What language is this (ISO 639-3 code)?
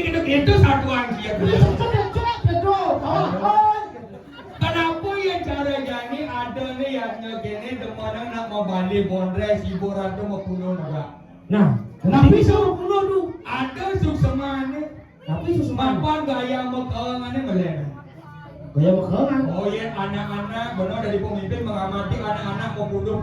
ban